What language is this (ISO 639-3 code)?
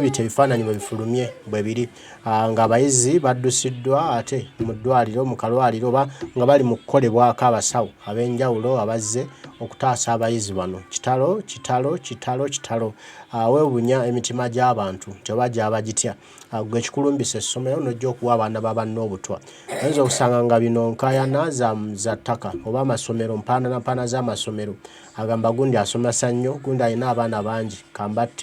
lug